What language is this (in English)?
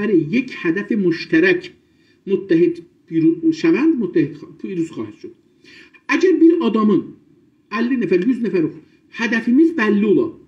South Azerbaijani